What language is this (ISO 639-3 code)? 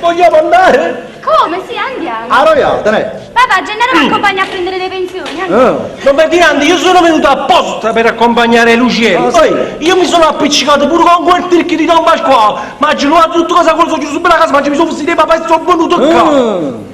nap